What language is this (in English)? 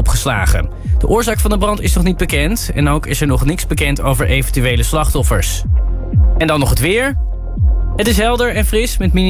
Dutch